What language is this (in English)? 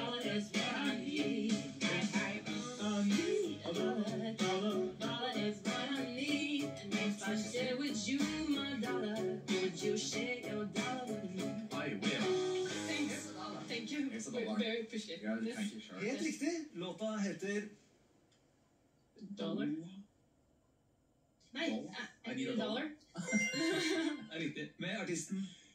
Norwegian